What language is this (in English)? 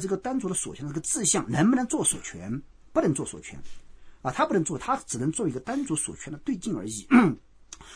Chinese